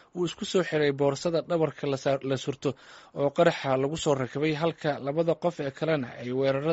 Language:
Somali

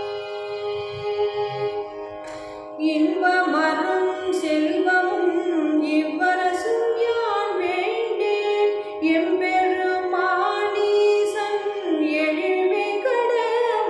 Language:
Tamil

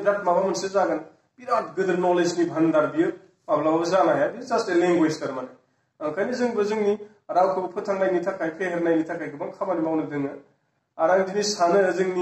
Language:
Bodo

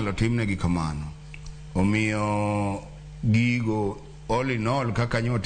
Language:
Luo (Kenya and Tanzania)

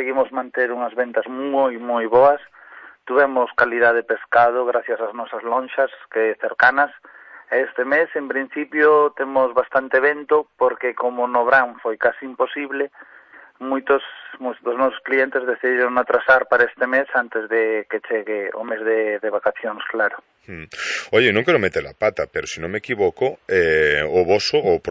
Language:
Galician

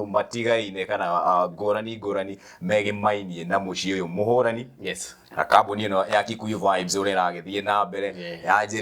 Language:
Kikuyu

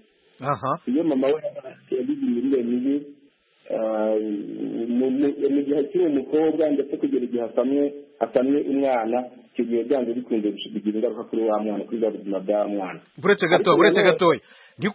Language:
Kinyarwanda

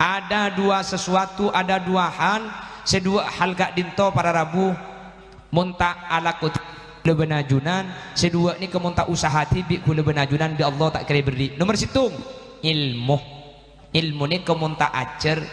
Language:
Madurese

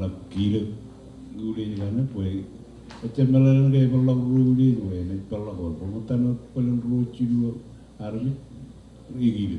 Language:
Marshallese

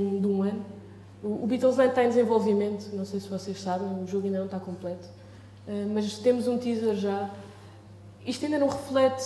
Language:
Portuguese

